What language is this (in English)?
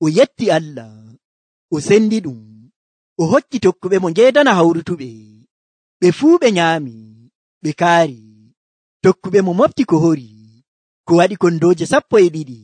Nigerian Fulfulde